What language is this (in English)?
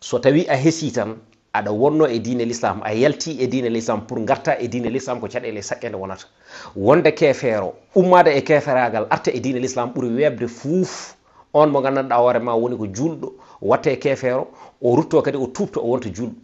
Fula